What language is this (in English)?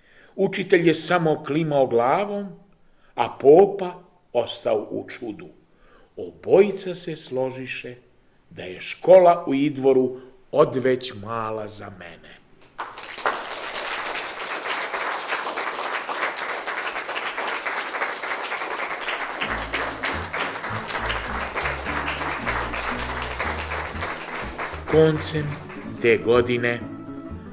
Serbian